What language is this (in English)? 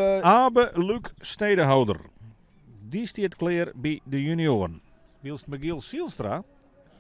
Western Frisian